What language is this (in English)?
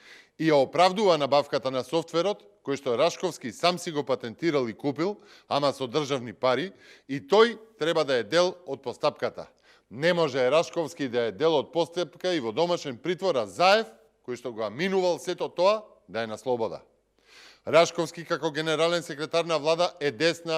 Macedonian